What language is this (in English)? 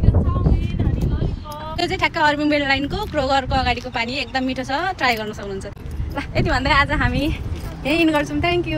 Nepali